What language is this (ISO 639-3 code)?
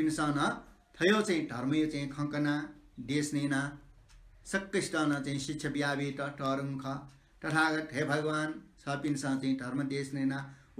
new